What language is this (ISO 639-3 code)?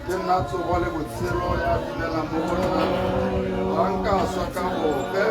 tsn